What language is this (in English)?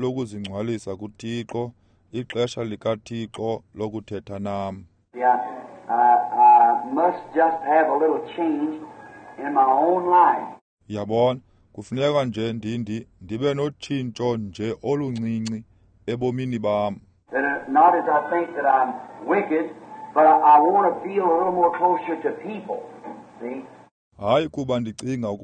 Xhosa